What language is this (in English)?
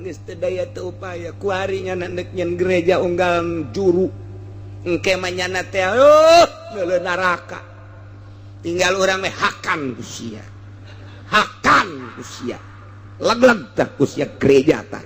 Sundanese